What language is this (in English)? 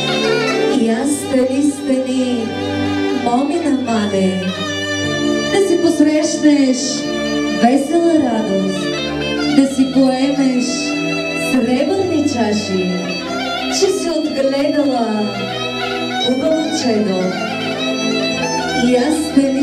Bulgarian